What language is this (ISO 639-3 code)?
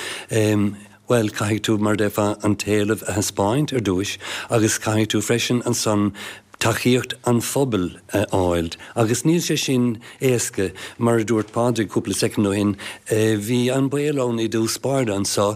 gle